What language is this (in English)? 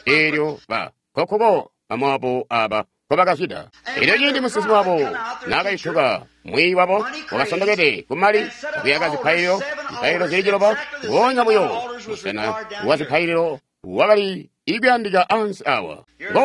Tonga (Zambia)